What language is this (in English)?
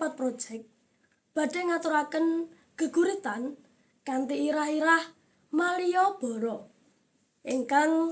Javanese